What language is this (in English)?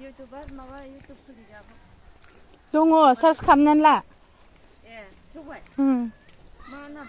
Bodo